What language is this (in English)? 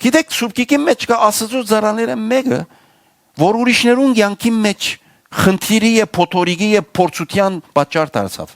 Western Armenian